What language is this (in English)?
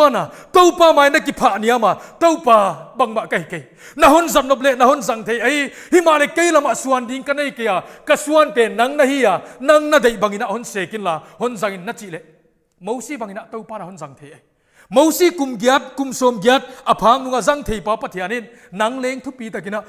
Paite Chin